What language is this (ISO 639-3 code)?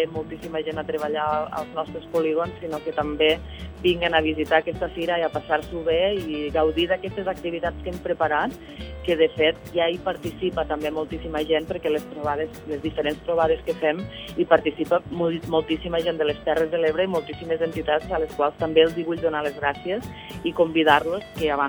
cat